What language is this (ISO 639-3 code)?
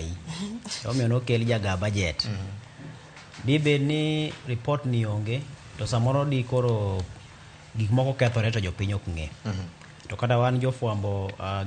luo